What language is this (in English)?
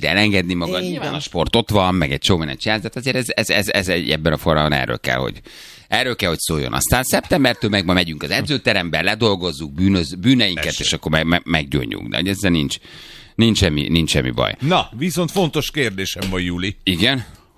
Hungarian